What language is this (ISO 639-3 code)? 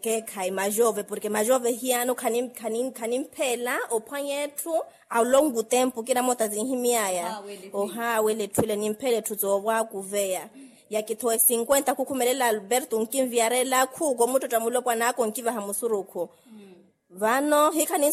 vmw